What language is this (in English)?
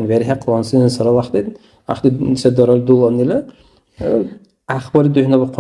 Dargwa